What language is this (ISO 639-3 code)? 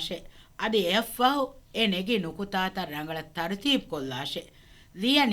div